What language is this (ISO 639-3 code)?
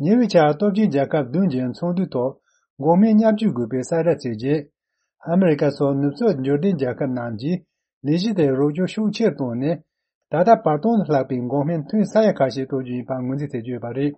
bod